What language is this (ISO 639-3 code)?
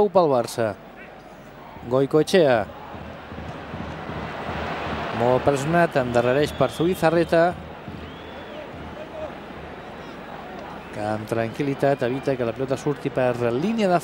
cat